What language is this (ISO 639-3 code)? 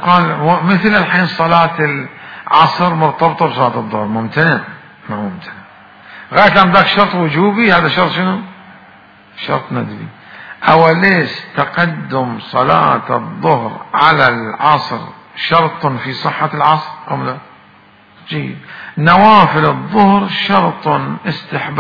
acm